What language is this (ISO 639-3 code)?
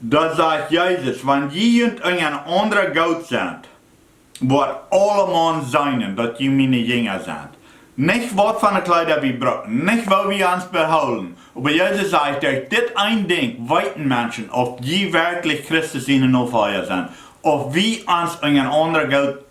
pdt